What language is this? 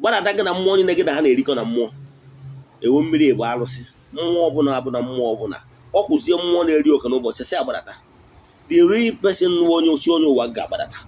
Igbo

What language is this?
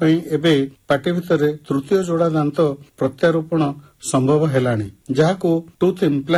Odia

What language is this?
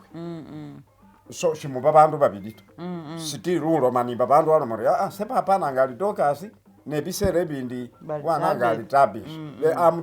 Masaaba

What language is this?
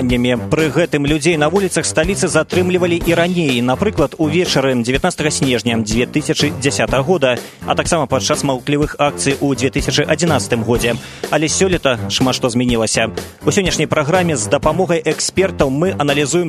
Belarusian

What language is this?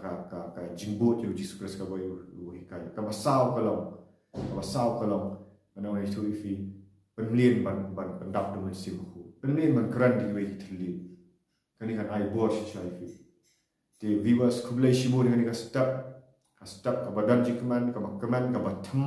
Khasi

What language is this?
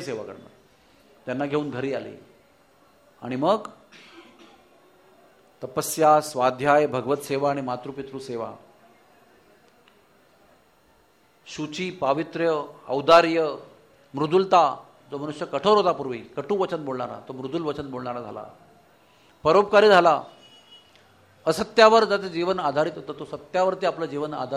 Marathi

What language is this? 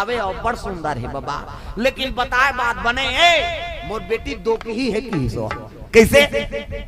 Chhattisgarhi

